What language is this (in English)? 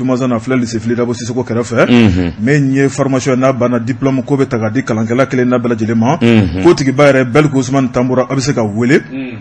Bambara